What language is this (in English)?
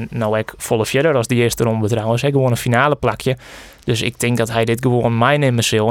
Western Frisian